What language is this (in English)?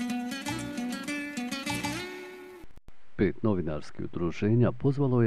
Bosnian